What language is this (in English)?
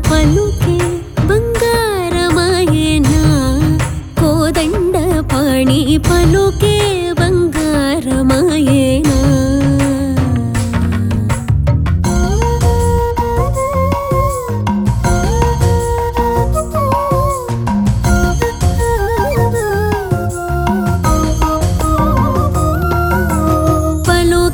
Telugu